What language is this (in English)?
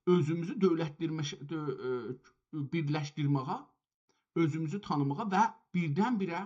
South Azerbaijani